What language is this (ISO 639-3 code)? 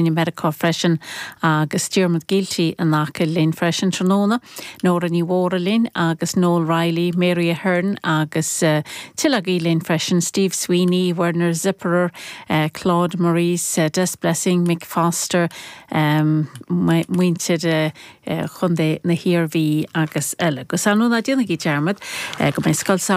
gle